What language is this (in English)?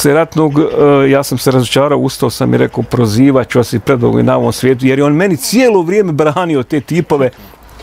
Bosnian